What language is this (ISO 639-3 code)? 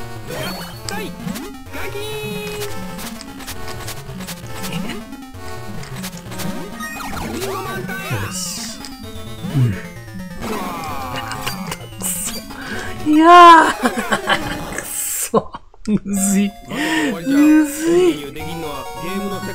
jpn